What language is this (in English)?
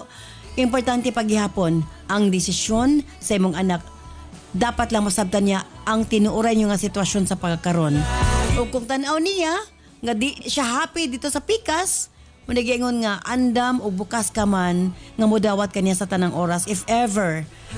Cebuano